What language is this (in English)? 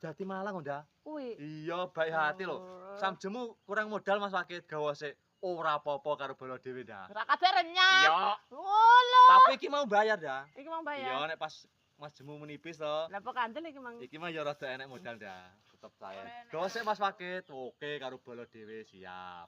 Javanese